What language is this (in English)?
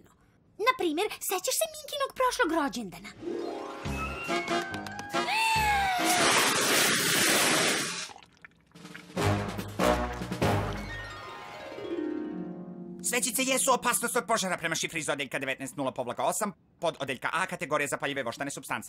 Serbian